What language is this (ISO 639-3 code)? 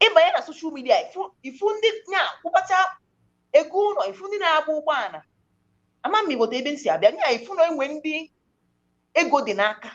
ibo